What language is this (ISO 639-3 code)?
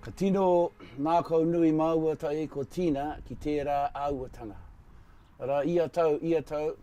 mri